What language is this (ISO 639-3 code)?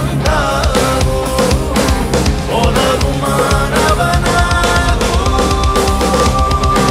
kan